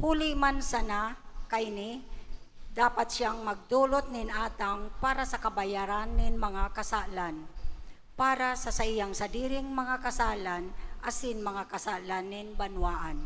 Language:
Bikol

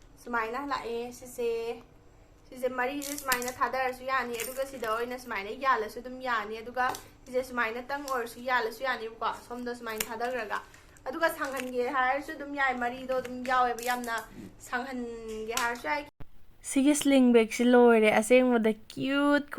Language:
Manipuri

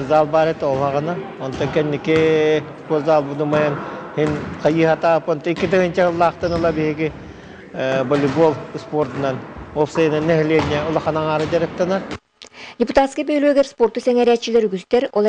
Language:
Yakut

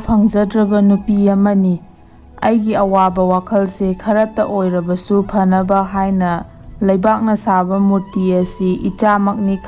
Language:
Manipuri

